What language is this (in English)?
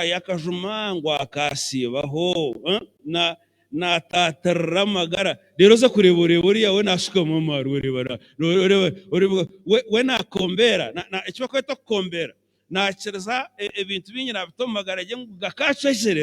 Nyankole